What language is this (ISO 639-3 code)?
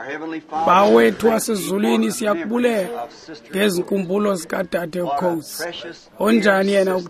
xho